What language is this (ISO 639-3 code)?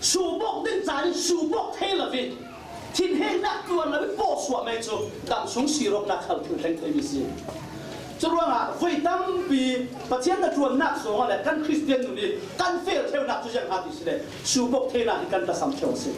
cfm